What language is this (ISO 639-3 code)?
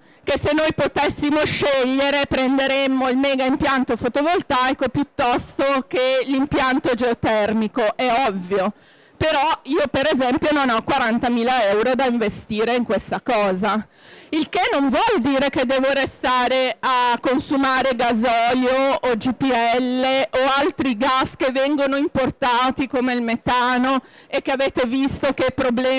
ita